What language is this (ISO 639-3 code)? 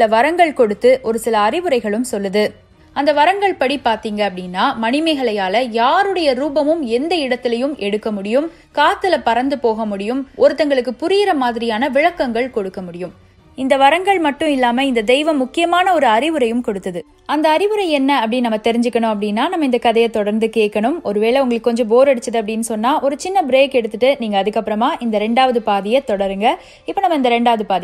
tam